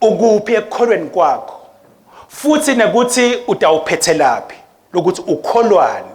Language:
Swati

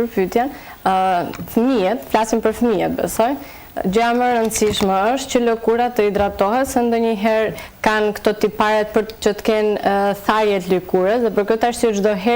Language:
Albanian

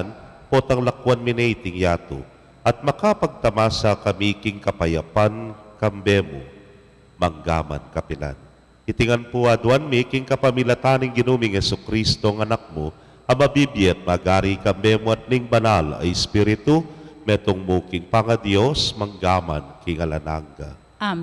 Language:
Pampanga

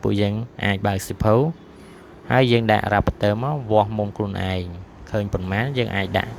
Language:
Khmer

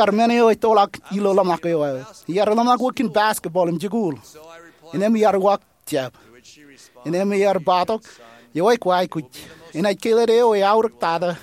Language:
Marshallese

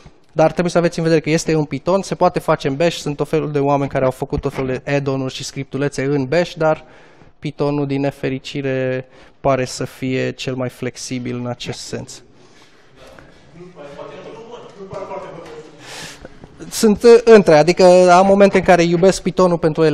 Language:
Romanian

